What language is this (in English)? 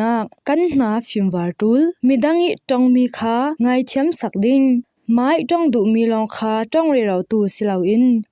Falam Chin